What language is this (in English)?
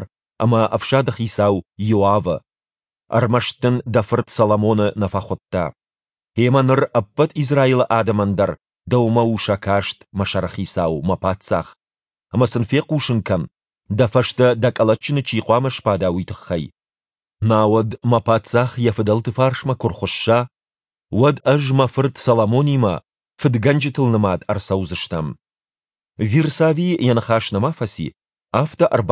Ossetic